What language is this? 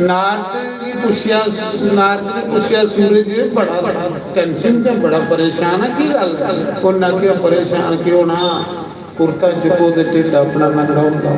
Dogri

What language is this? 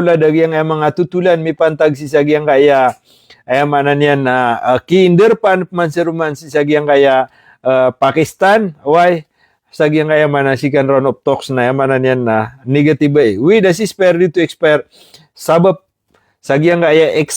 Maranao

